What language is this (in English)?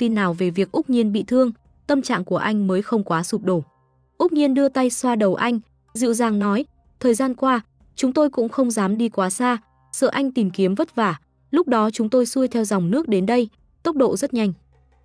Vietnamese